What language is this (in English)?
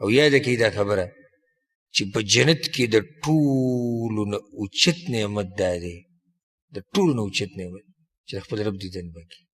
Pashto